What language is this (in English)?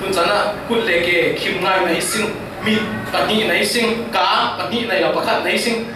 Falam Chin